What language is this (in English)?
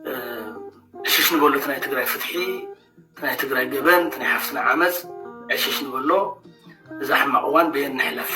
Tigrinya